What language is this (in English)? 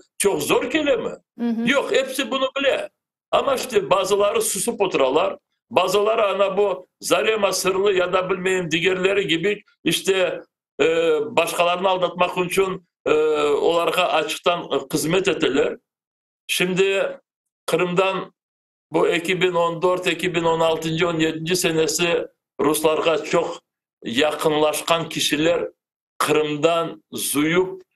Crimean Tatar